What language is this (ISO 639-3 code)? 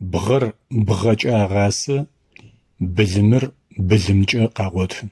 ady